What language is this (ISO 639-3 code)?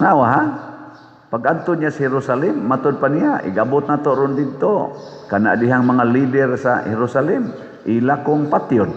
ceb